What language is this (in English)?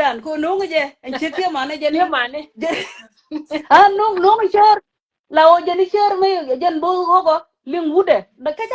Nuer